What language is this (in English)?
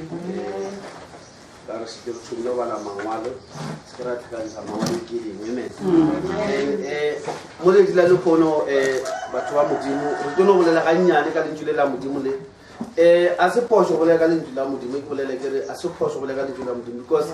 Northern Sotho